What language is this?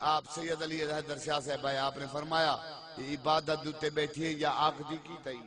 Saraiki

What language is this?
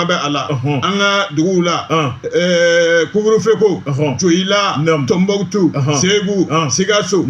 Bambara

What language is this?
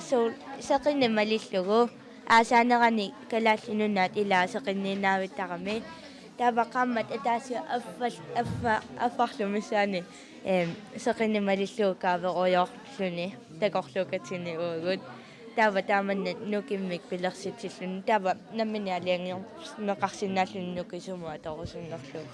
Kalaallisut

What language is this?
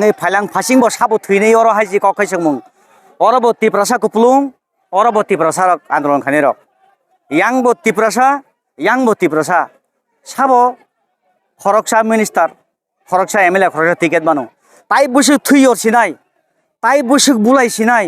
Kok Borok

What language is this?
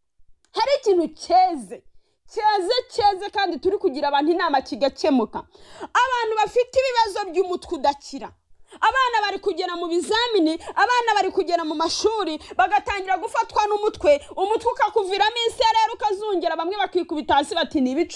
Kinyarwanda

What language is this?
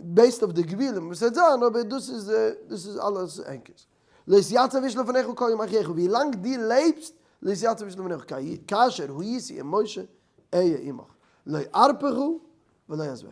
Yiddish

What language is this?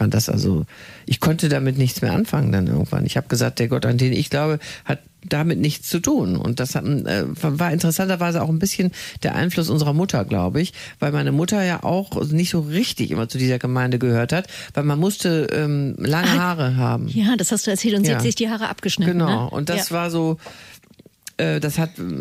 German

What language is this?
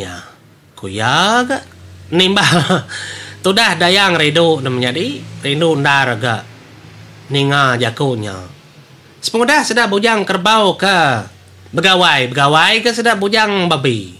Iban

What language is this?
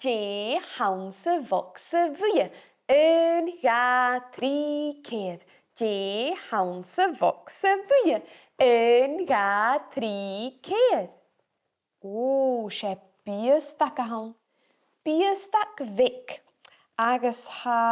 Scottish Gaelic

